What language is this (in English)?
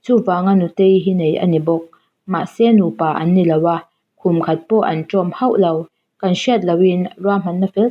Mizo